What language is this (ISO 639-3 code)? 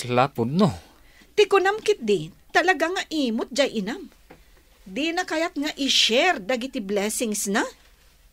ilo